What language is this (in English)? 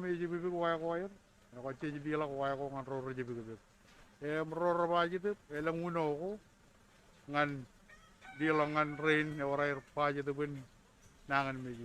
Marshallese